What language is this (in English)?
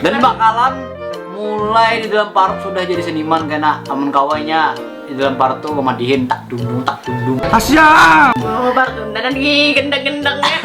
Banjar